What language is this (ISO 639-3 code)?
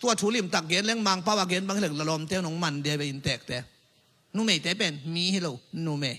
ctd